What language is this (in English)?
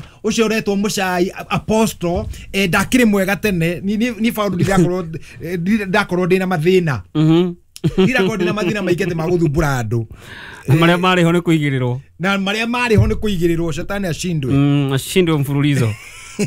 Kikuyu